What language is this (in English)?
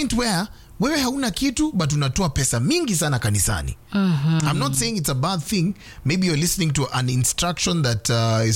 Swahili